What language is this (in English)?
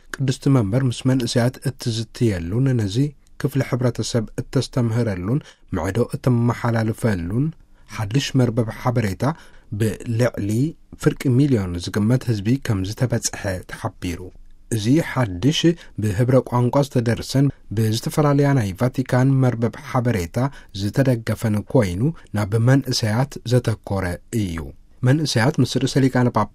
Tigrinya